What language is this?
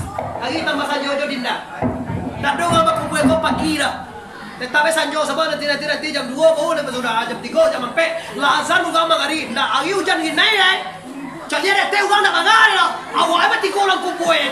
Minangkabau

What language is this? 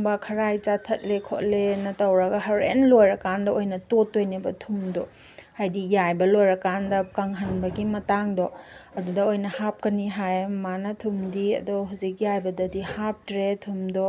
Manipuri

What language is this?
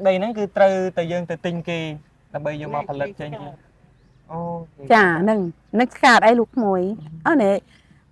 Khmer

